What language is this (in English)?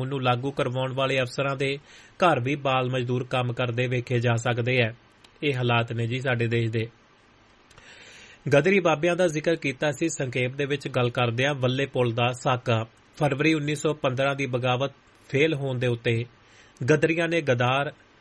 Punjabi